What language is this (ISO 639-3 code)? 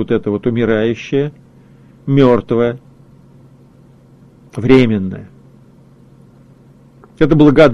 rus